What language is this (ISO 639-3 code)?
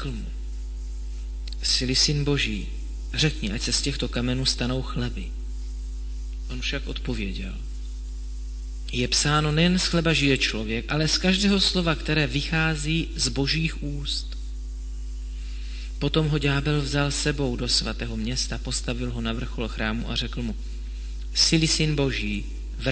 ces